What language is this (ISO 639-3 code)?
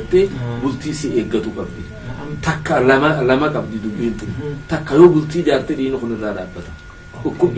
orm